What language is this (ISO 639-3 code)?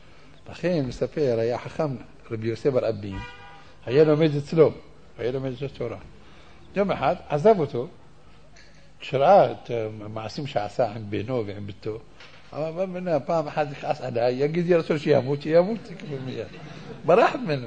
heb